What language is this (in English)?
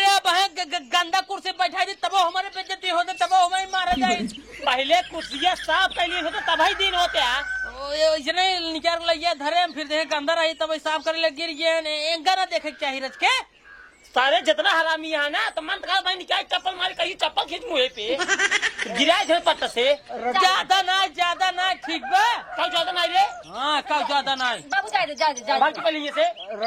Awadhi